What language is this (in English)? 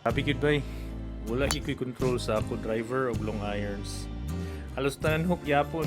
Cebuano